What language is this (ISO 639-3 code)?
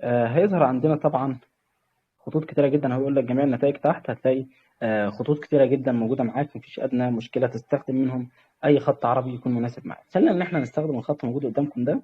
arz